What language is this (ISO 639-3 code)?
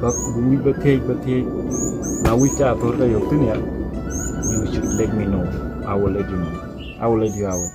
din